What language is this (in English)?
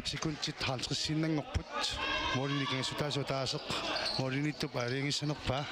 Kalaallisut